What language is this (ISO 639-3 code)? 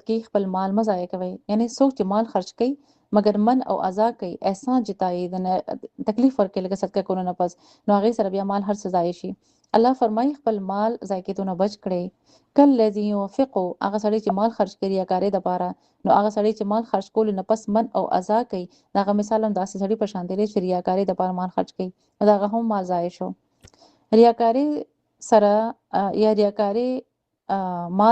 pus